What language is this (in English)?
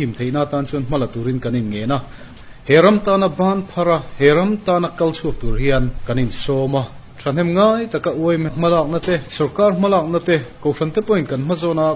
Mizo